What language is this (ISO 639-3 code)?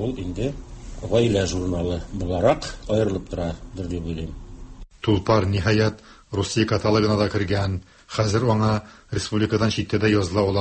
tat